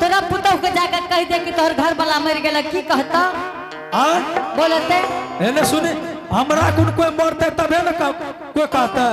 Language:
Angika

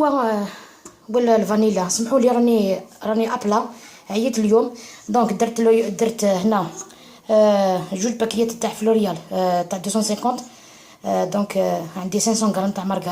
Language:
Algerian Arabic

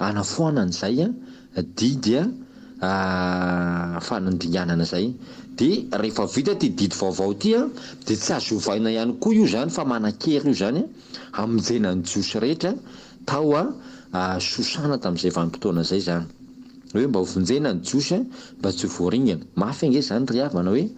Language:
Malagasy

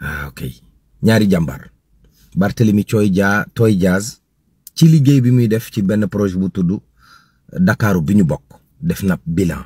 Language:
Wolof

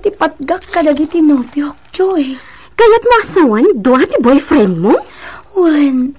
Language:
Iloko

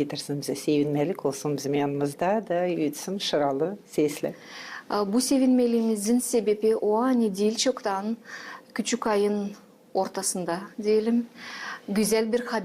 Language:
Gagauz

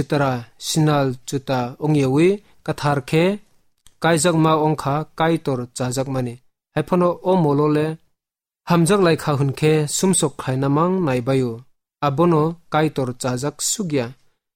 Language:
Kok Borok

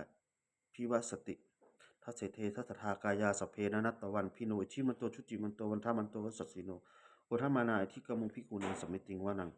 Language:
Pali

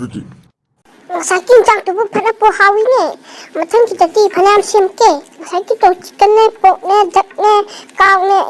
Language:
Manipuri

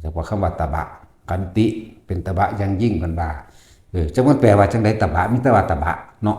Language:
Northeastern Thai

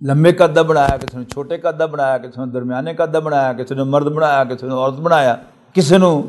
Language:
Western Panjabi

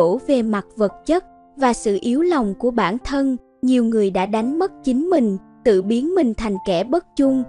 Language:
Vietnamese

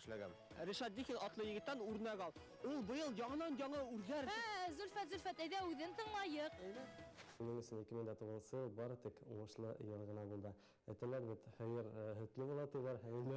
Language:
Bashkir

